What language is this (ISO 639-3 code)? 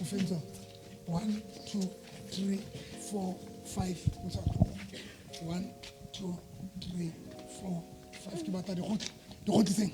sot